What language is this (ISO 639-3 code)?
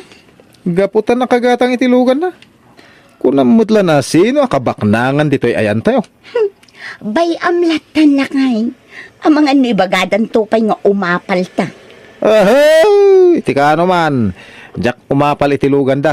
ilo